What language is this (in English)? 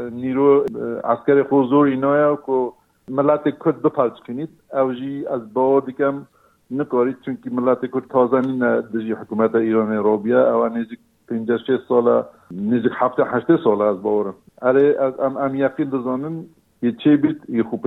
Kurdish